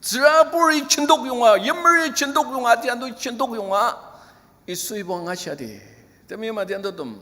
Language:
Ao Naga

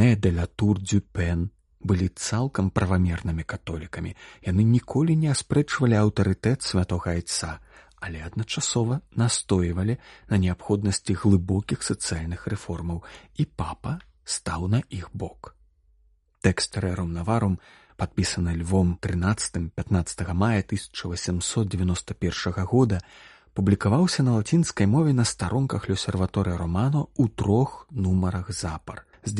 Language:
Belarusian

